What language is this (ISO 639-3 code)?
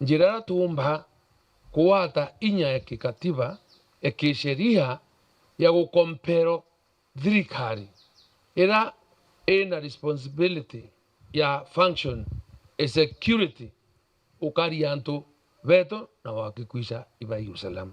mer